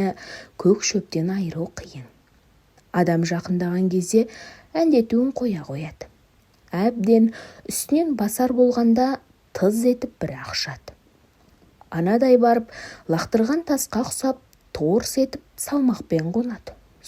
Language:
Kazakh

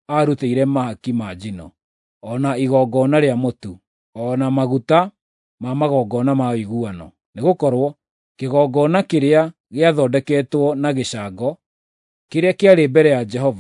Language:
Kikuyu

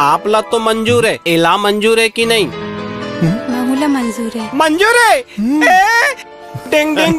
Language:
Chhattisgarhi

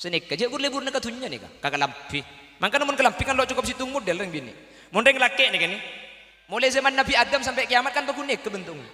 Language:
Madurese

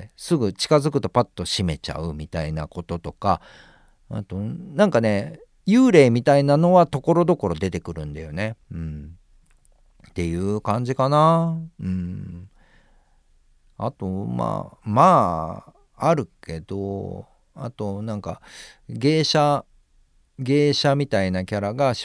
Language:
Japanese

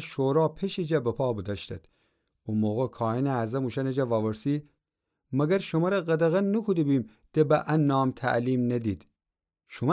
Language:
Gilaki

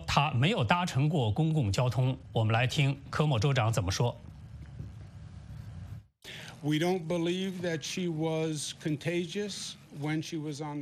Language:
Chinese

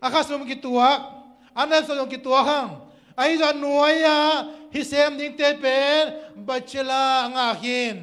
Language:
Tedim Chin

